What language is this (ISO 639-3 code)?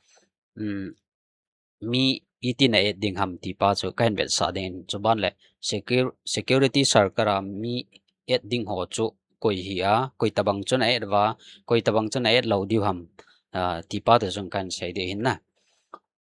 tcz